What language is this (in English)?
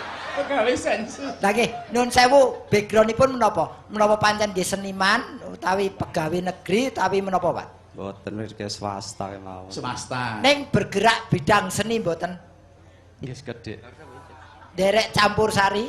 Javanese